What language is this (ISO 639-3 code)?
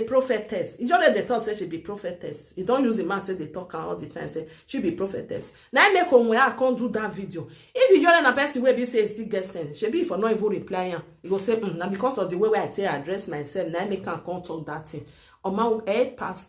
pcm